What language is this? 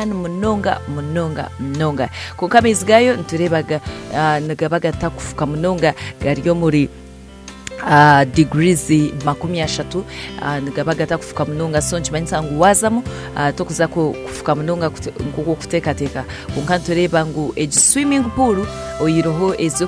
Nyankole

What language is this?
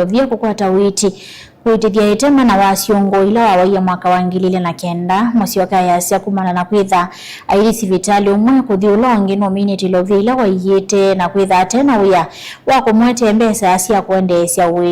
Kamba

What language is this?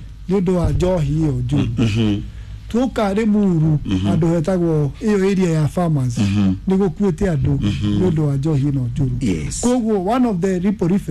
Kikuyu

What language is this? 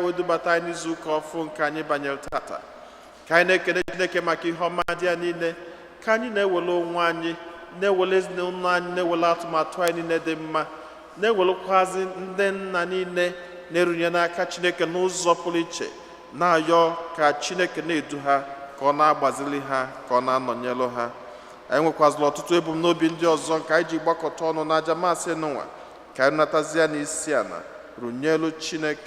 Igbo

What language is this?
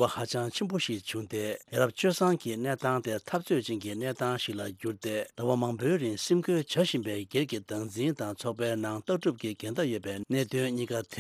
Tibetan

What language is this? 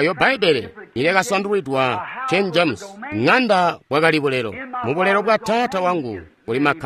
Tonga (Zambia)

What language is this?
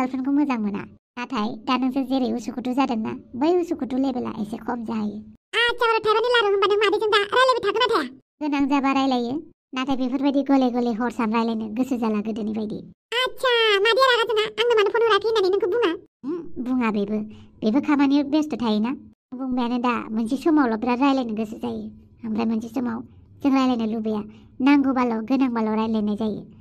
Bodo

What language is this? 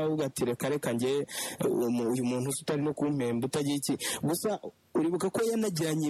Kinyarwanda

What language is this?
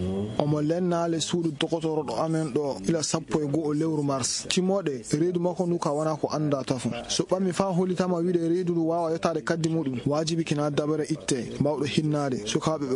Fula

